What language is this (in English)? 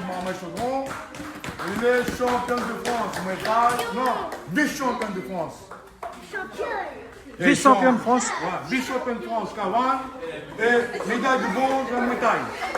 Réunion Creole French